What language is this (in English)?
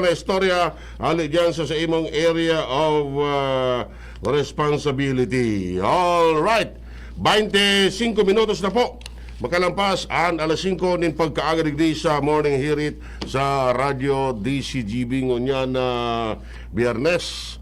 Bikol